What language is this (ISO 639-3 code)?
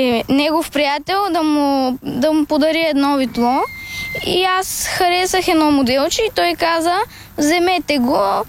bul